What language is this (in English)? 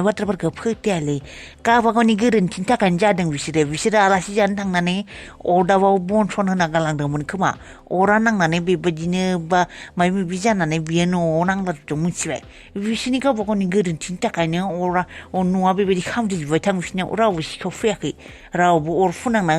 Bodo